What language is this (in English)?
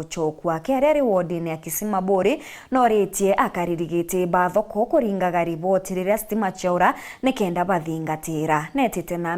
Meru